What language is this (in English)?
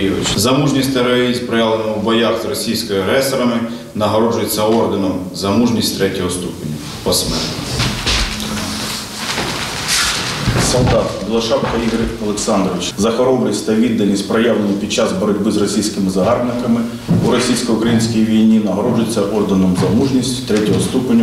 Ukrainian